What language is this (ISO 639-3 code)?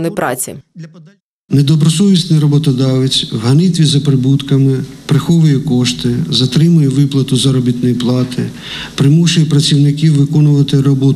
ukr